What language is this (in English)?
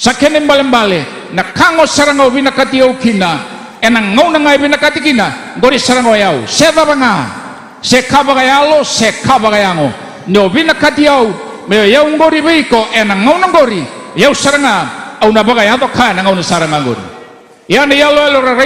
Fijian